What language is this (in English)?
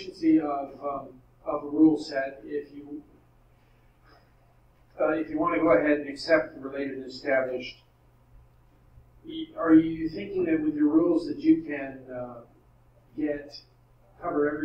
English